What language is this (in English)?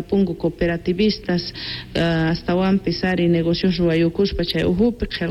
South Bolivian Quechua